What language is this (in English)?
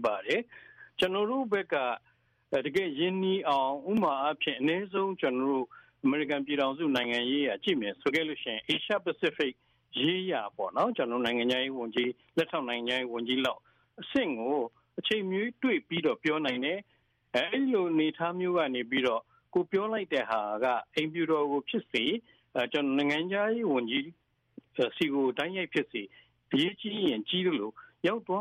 Burmese